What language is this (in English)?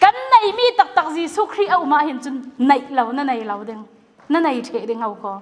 Falam Chin